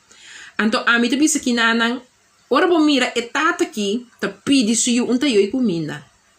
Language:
Papiamento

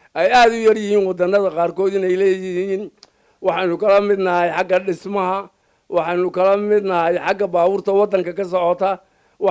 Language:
Somali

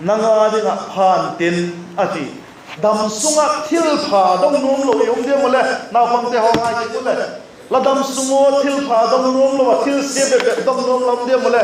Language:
Vaiphei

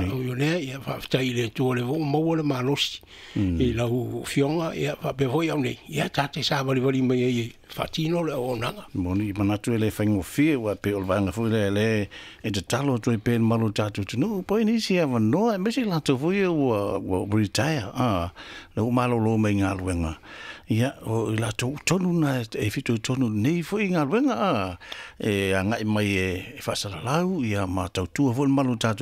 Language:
Samoan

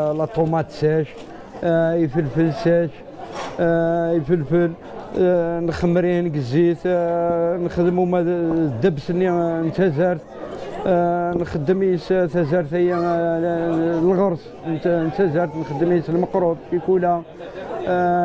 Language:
Kabyle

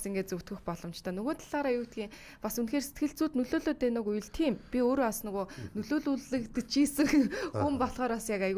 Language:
Mongolian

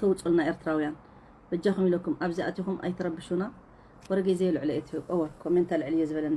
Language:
Tigrinya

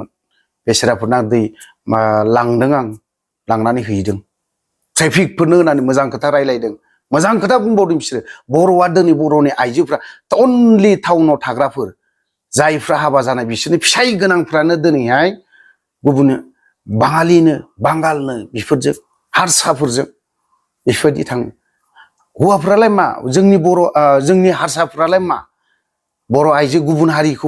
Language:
Bodo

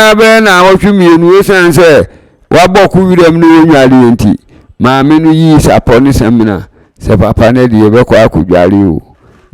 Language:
Akan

